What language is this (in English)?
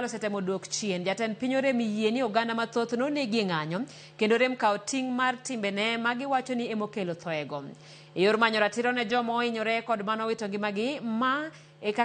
Luo (Kenya and Tanzania)